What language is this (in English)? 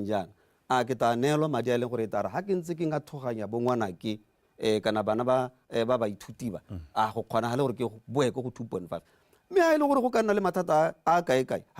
Tswana